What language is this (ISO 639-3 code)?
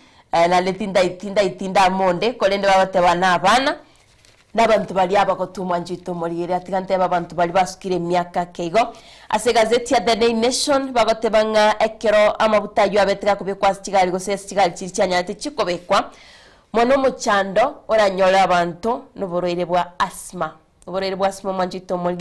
guz